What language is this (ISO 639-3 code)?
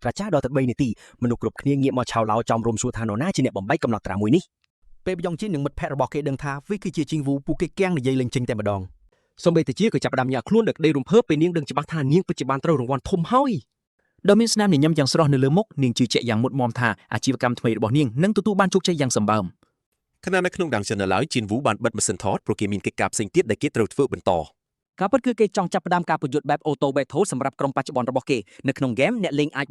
khm